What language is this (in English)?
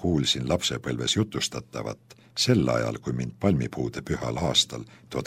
Estonian